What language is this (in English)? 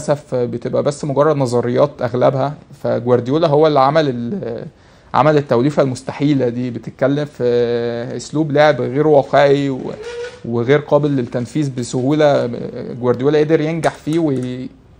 Egyptian Arabic